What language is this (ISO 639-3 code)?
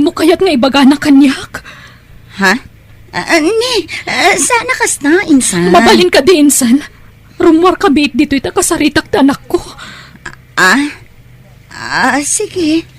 ilo